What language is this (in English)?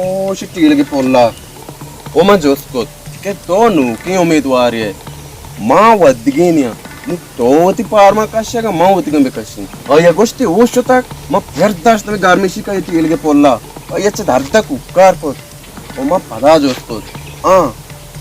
Baluchi